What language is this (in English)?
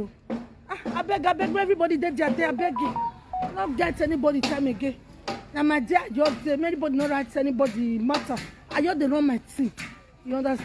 Nigerian Pidgin